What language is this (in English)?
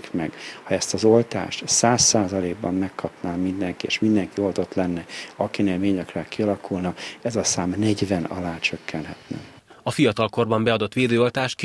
Hungarian